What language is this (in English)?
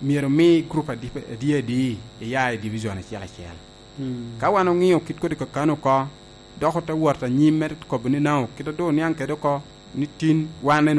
Lango (Uganda)